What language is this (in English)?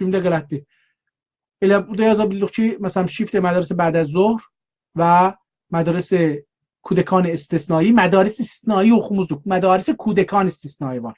South Azerbaijani